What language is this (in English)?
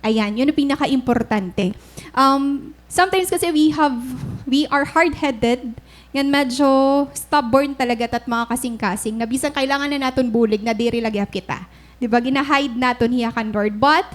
Waray